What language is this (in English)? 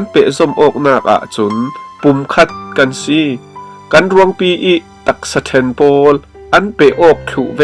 Falam Chin